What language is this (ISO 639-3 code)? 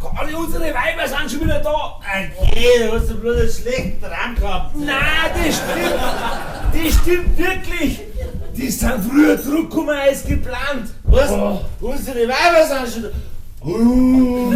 bar